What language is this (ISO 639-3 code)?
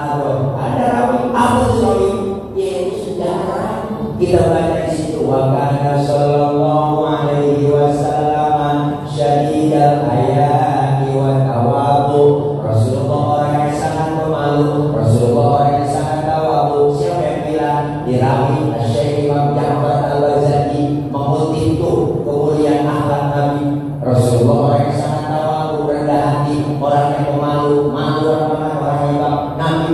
bew